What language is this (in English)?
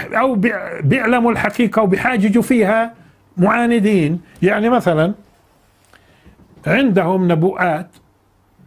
South Levantine Arabic